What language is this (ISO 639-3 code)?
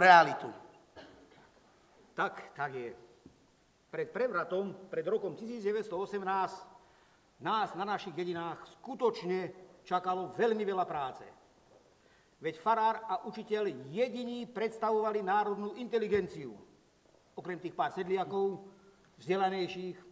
slk